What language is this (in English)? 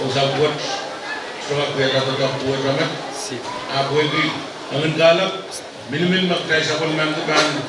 Pohnpeian